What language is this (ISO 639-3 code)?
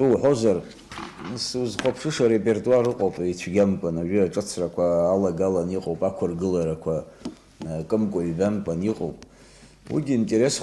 abk